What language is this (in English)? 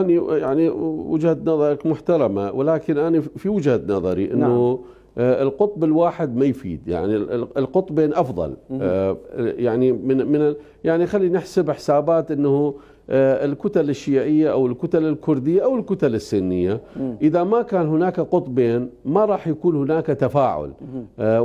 Mesopotamian Arabic